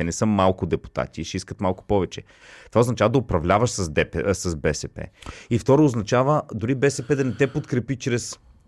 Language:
Bulgarian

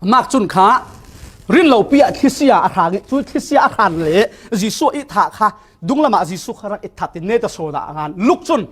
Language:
Falam Chin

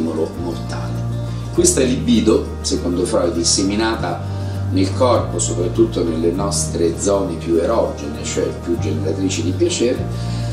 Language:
Italian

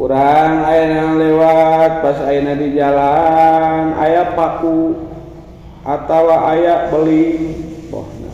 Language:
Sundanese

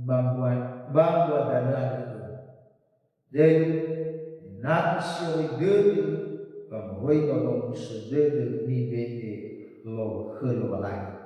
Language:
Nias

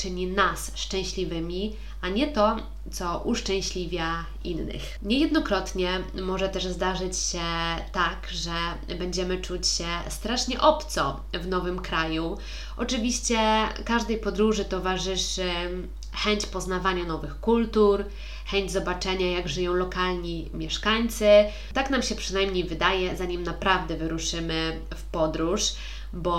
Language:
Polish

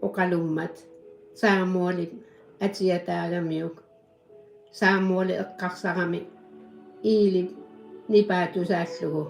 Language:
Kalaallisut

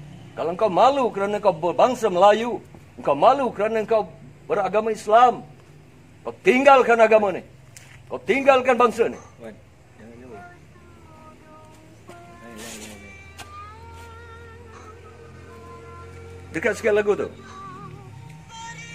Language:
Malay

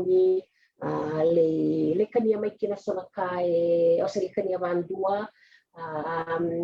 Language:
Fijian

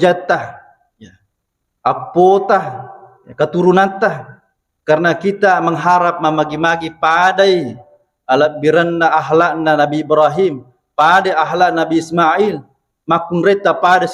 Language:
Buginese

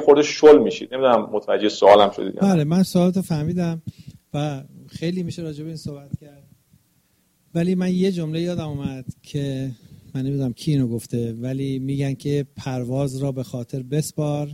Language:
Persian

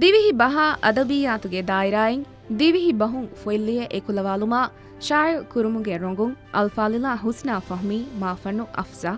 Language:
Divehi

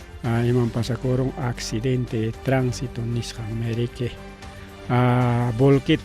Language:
Ayacucho Quechua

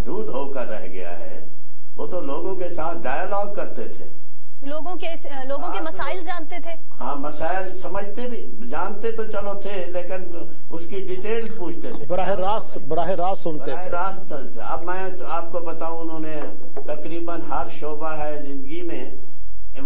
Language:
Urdu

